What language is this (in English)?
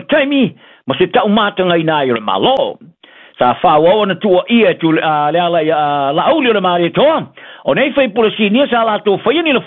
Samoan